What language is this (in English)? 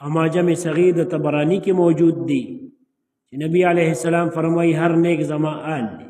Pashto